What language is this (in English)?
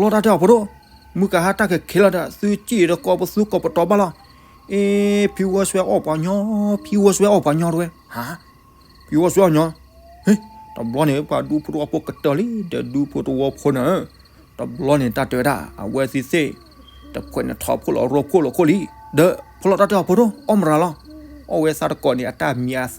S'gaw Karen